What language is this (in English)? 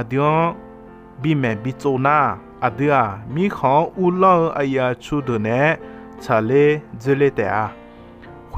Akha